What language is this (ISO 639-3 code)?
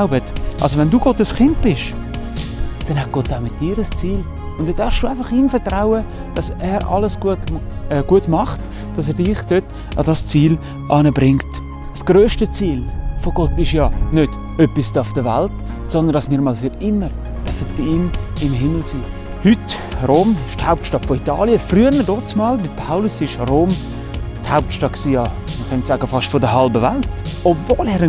gsw